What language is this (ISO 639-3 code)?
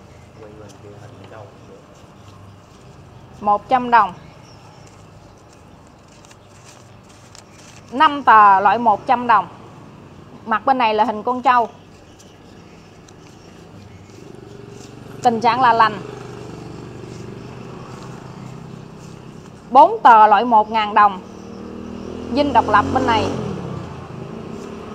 vie